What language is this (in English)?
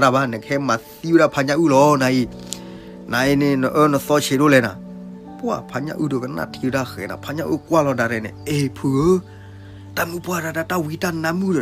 S'gaw Karen